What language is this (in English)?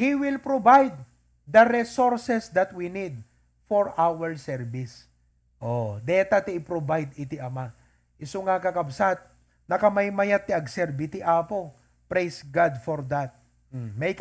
Iloko